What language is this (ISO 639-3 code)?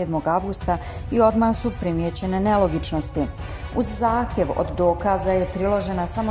bos